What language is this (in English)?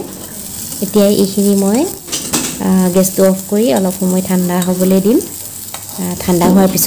Assamese